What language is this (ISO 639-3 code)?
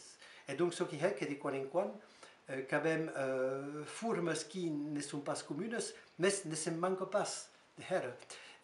oci